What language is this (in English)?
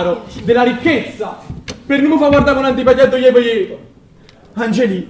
Neapolitan